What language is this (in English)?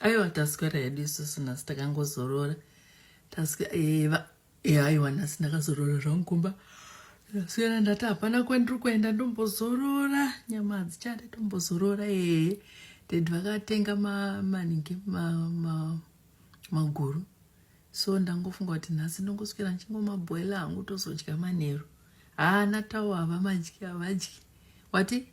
Shona